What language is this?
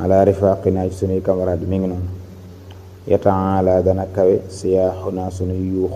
Wolof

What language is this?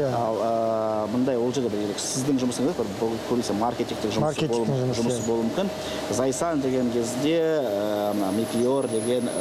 Kazakh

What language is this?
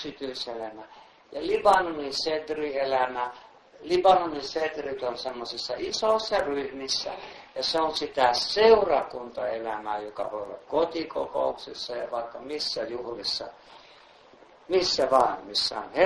Finnish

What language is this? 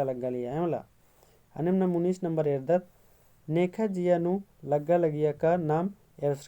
Kurukh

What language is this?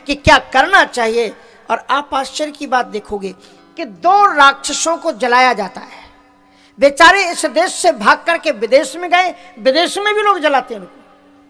Hindi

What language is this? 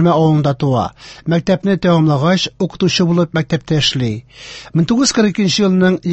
Tatar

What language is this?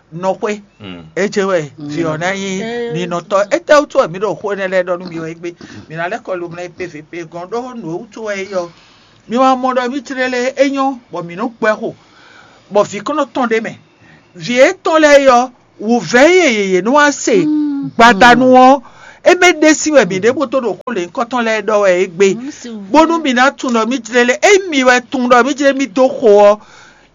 Fon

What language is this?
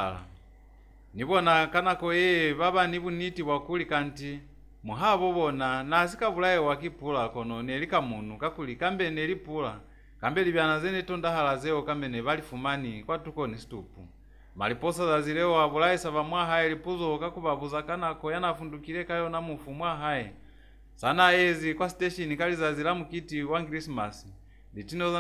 Lozi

